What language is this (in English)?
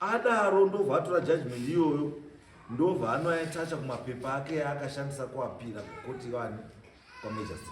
Shona